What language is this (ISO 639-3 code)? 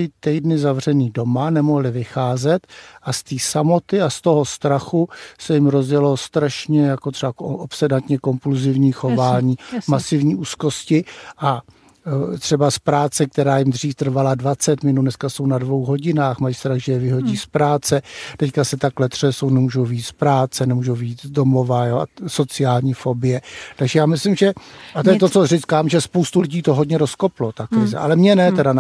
ces